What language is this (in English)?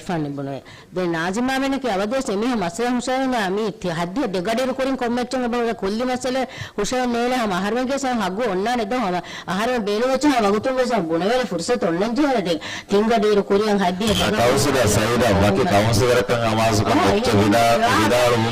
Divehi